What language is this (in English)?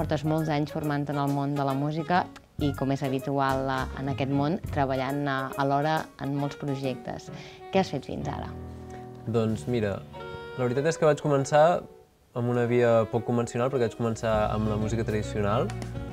Catalan